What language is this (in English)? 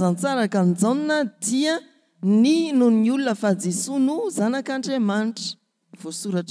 Malagasy